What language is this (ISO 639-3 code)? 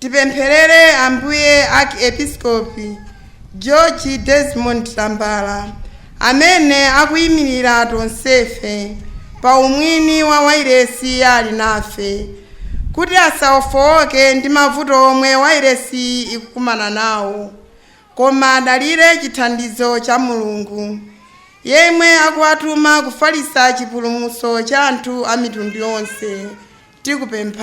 nya